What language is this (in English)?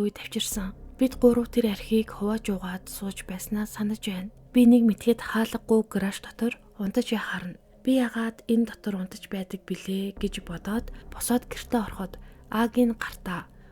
Mongolian